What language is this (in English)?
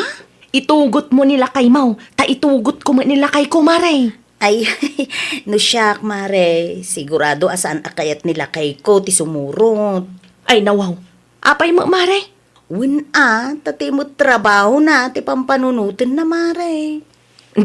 Iloko